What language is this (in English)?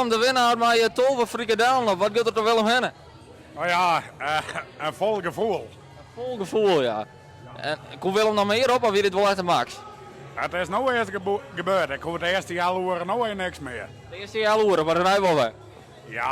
Western Frisian